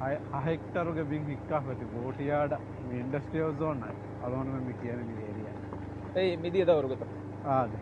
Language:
Divehi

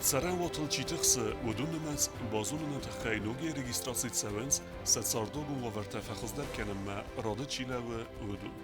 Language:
Ossetic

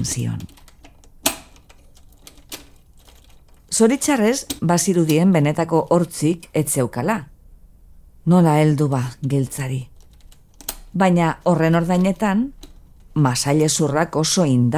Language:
Basque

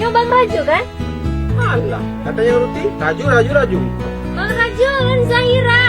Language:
Achinese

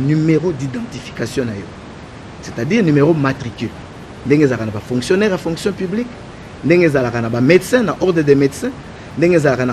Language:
Lingala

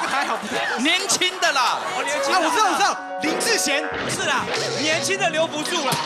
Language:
Chinese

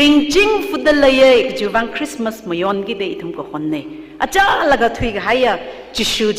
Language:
Tangkhul Naga (India)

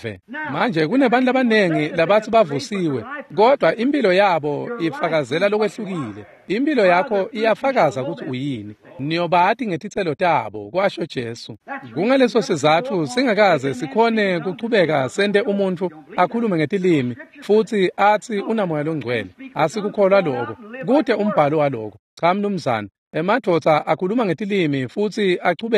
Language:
Swati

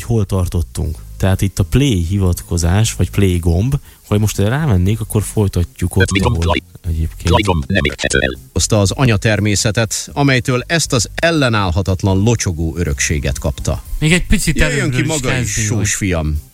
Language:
Hungarian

